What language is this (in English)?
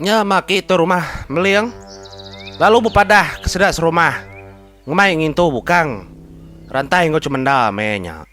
Iban